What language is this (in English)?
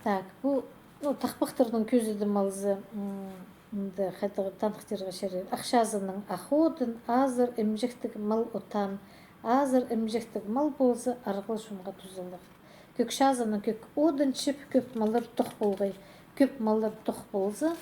Khakas